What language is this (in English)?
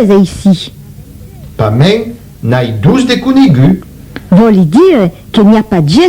Occitan